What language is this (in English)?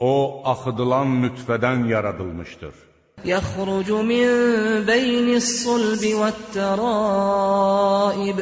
Azerbaijani